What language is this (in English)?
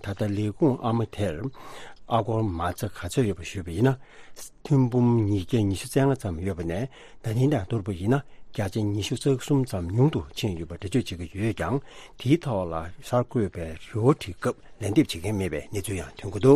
Tibetan